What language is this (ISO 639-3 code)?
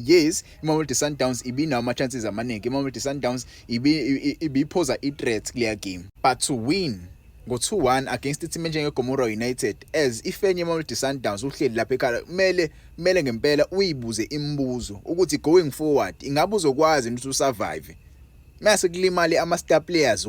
zul